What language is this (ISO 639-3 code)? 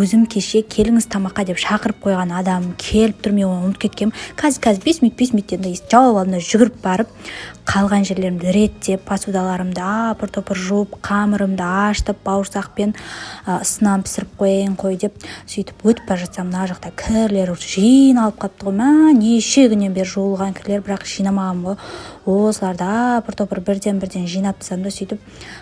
kaz